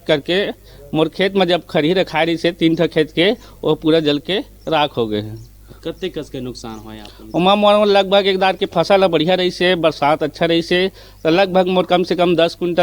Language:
Chhattisgarhi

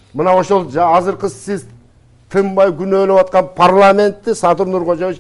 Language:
Kyrgyz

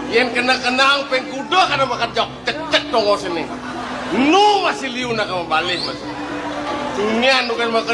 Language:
Balinese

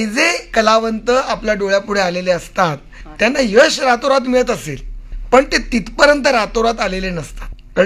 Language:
Marathi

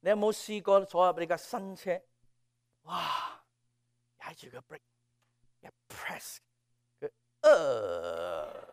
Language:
Cantonese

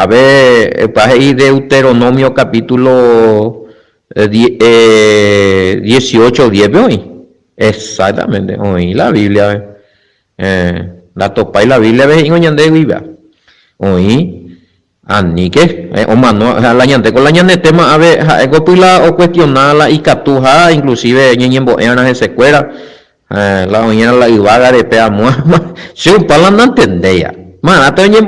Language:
Guarani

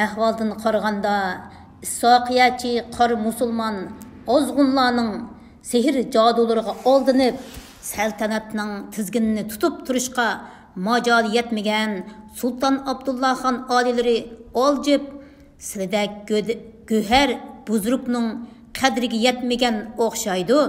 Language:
Uyghur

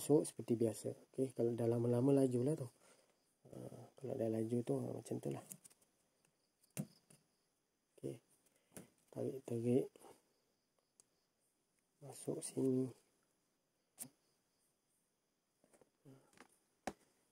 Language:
Malay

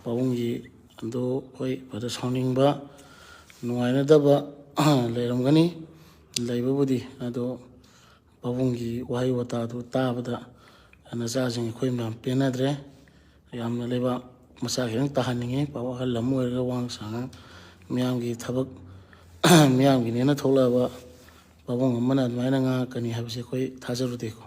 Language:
Manipuri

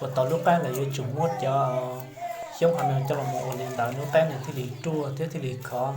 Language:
Hmong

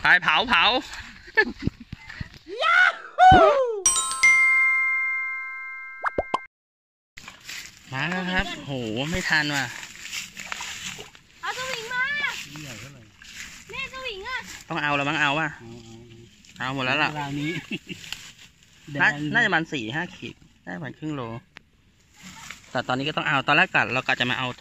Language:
Thai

